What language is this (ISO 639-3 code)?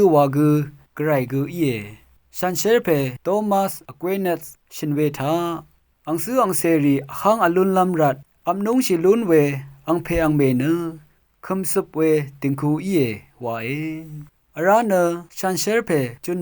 raw